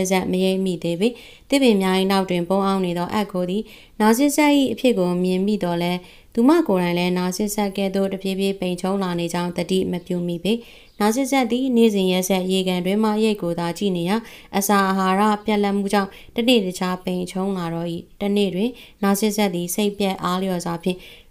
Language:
Burmese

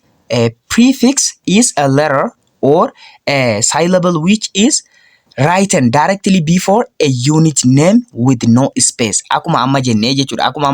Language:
Oromo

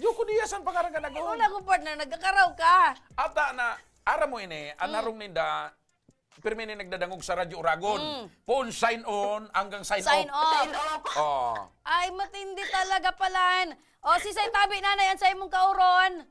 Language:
Bikol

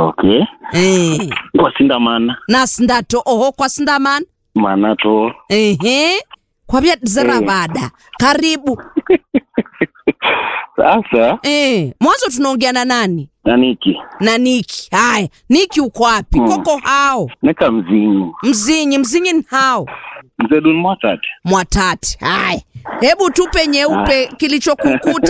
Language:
Swahili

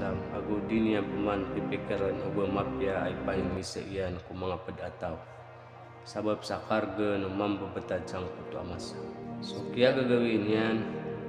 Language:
Maranao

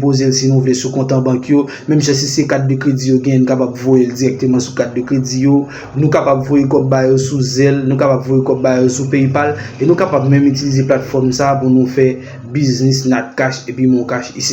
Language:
Haitian Creole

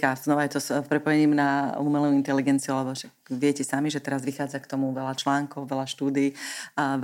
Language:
Slovak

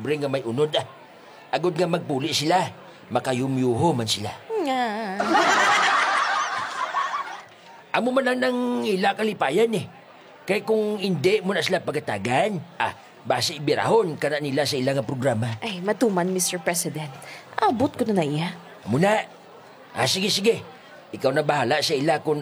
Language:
Hiligaynon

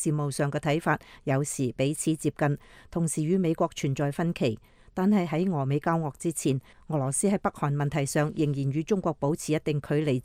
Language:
Cantonese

